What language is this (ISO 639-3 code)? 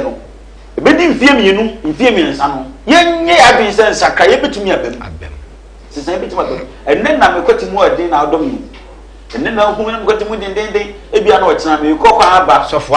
aka